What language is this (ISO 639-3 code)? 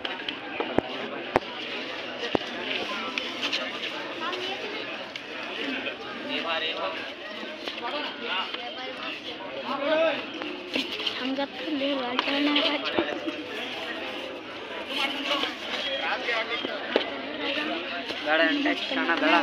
kan